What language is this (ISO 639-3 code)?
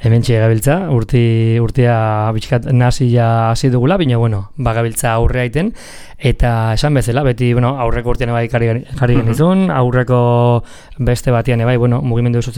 eus